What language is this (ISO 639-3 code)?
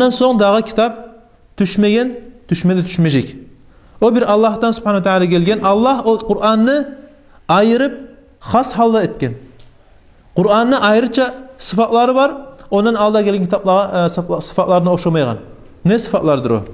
kum